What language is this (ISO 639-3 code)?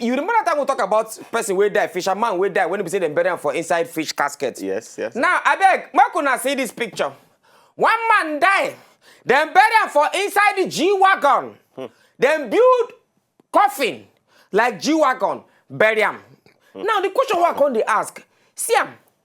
pcm